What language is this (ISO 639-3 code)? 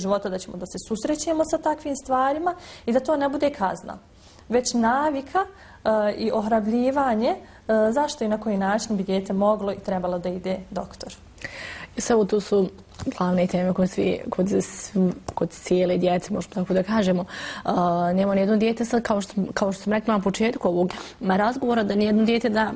bos